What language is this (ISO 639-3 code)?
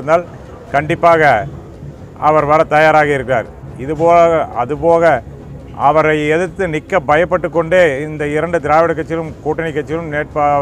tam